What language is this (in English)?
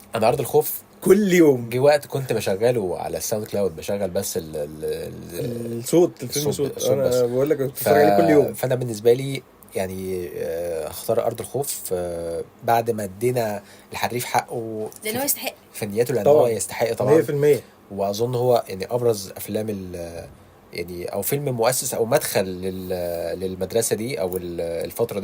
Egyptian Arabic